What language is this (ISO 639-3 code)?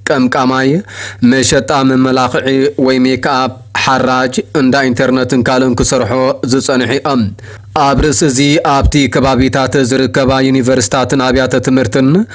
tir